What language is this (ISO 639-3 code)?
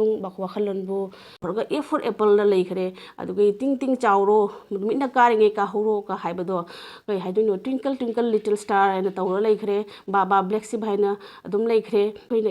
mni